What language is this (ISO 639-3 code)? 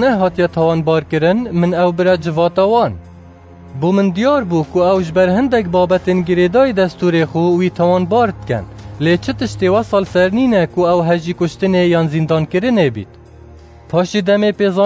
kur